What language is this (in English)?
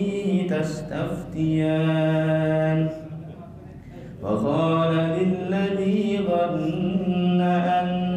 Arabic